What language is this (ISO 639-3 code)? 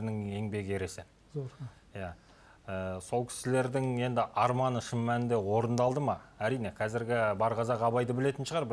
kaz